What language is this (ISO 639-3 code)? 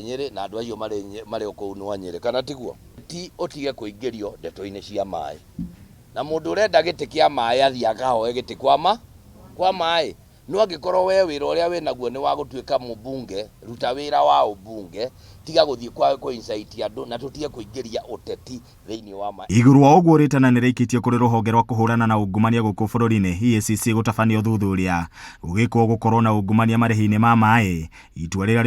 kik